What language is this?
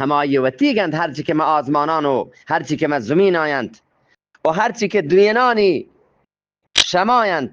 Eastern Balochi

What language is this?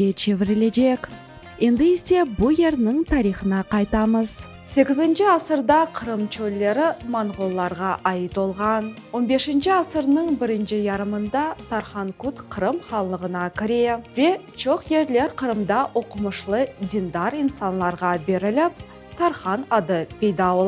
Crimean Tatar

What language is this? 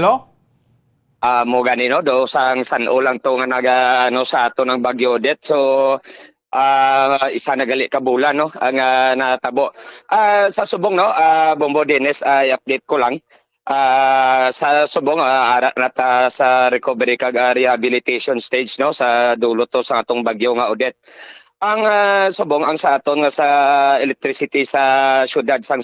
Hiligaynon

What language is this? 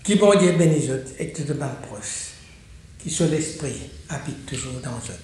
Morisyen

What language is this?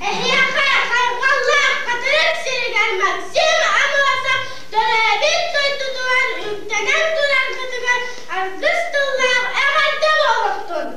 Yakut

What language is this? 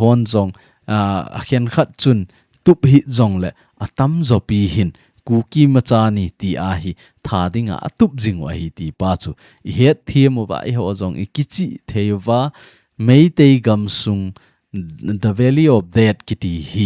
Thado Chin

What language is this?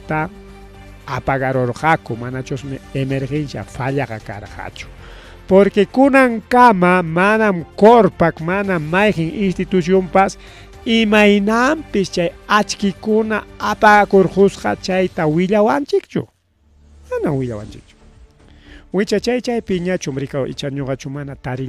Ayacucho Quechua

